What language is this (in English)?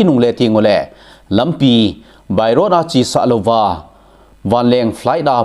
Thado Chin